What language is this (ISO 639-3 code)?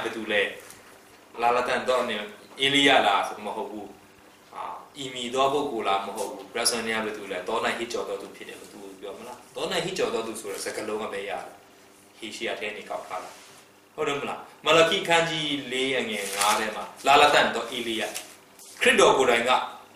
mya